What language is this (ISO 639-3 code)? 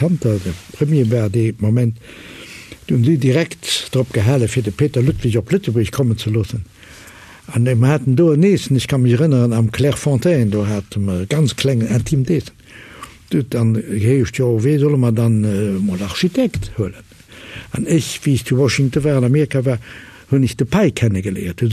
ltz